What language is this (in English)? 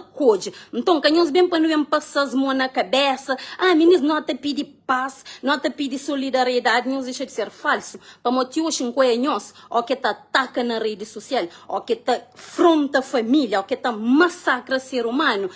Kabuverdianu